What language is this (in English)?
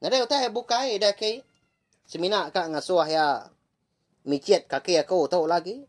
Iban